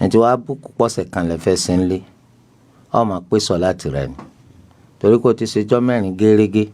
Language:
Yoruba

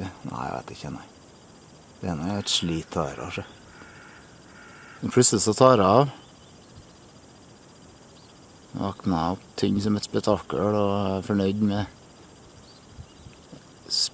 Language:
Norwegian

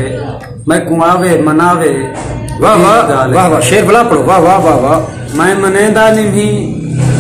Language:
Saraiki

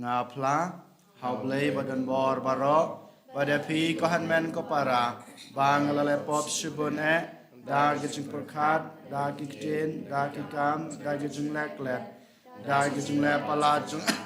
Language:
Khasi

